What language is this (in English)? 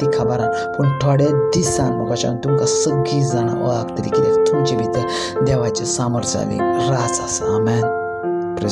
Konkani